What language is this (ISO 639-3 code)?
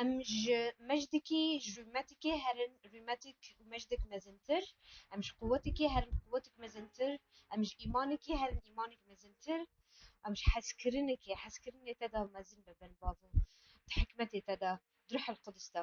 kur